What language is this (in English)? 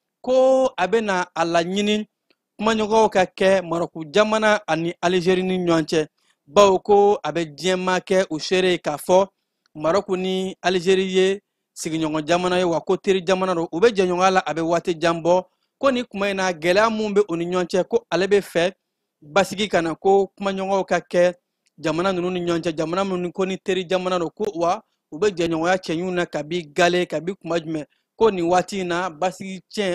Bambara